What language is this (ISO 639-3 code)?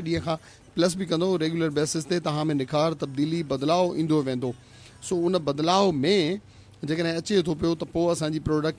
snd